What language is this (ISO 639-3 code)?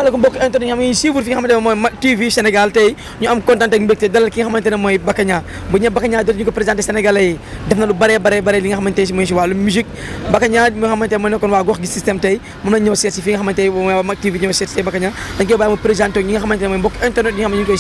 wol